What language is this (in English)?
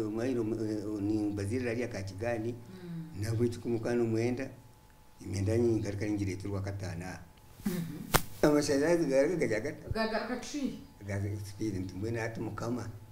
Nyankole